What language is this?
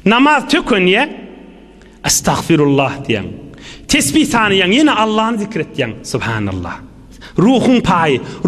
Turkmen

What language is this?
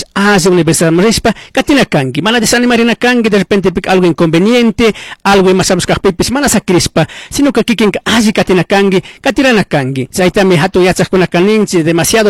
Chimborazo Highland Quichua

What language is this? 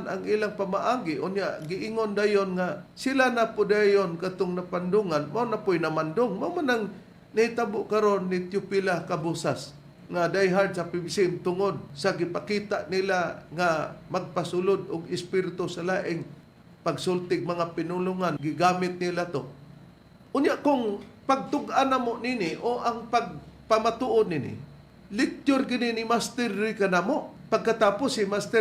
Cebuano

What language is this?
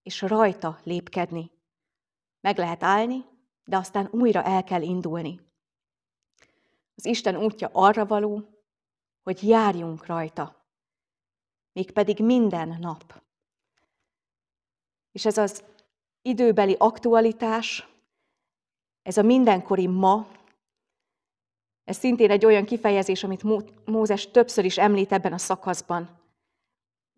Hungarian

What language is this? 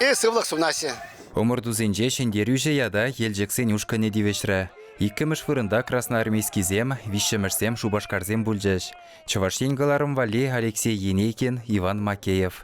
Chuvash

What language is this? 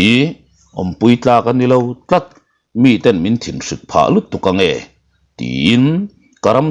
Mizo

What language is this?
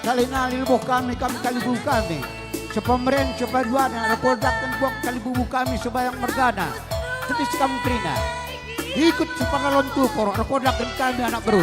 Batak Karo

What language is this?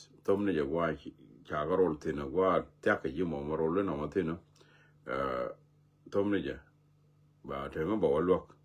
Nuer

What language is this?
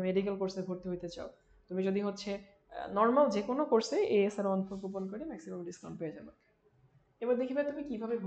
Bangla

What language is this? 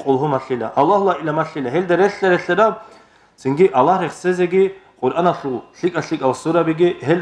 Avaric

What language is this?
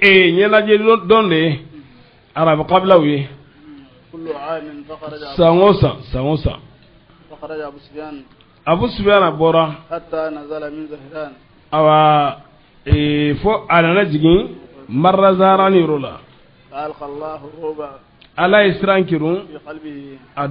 Bambara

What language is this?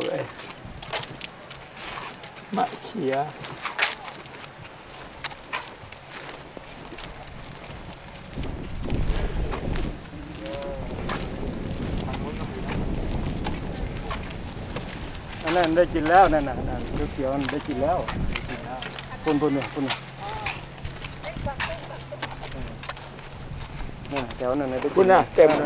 Thai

